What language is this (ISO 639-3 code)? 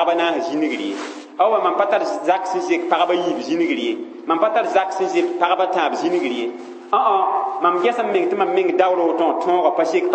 mos